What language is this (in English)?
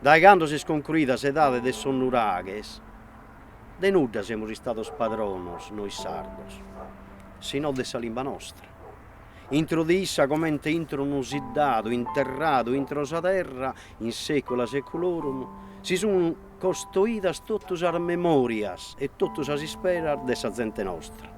Sardinian